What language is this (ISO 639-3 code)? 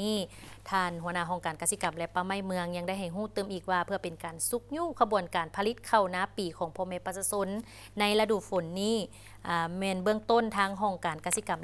lao